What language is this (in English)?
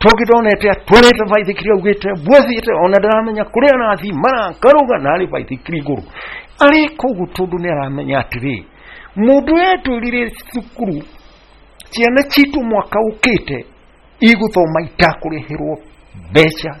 Kikuyu